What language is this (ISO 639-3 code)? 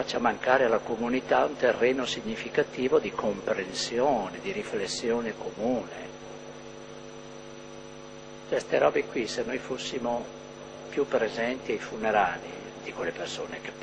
ita